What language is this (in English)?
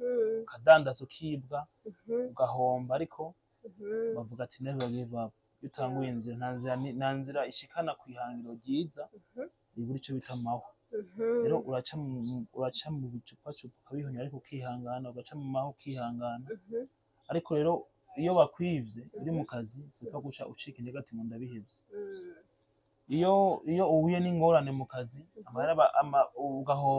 Rundi